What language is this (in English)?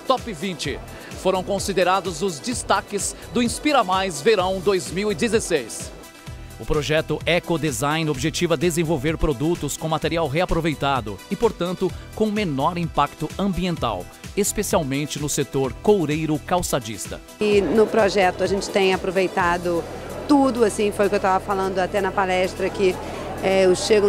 Portuguese